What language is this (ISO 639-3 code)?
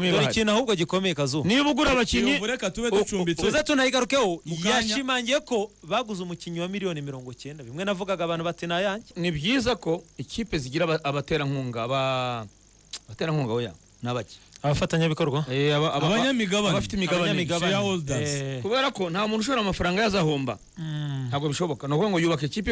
kin